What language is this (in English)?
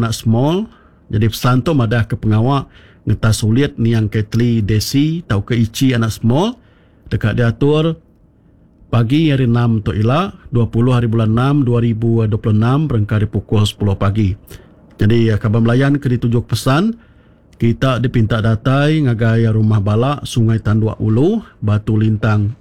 Iban